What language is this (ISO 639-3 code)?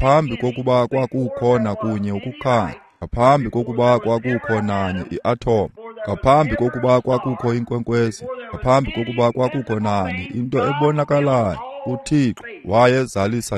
xho